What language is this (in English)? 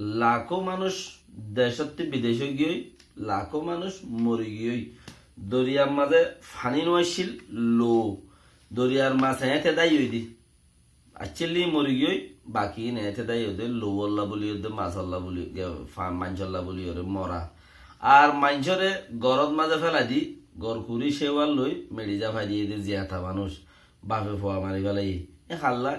Rohingya